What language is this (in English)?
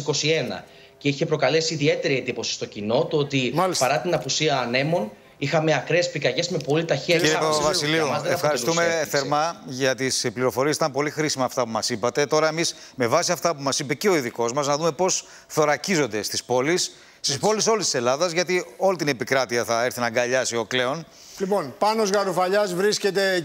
Greek